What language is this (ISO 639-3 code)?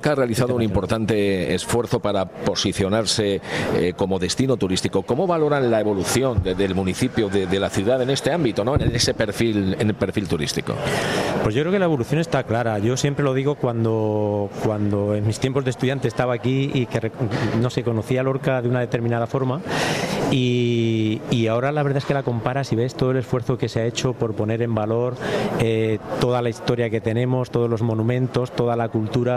spa